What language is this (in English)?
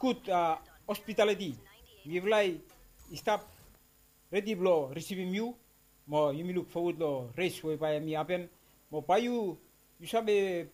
Bislama